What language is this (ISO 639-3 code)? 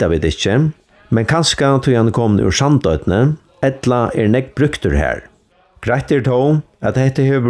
fao